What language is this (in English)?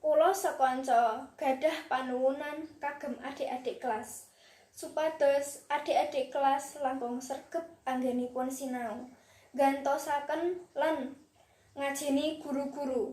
Javanese